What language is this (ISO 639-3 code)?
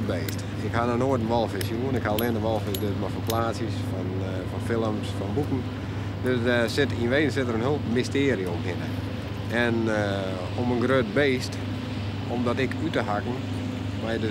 fry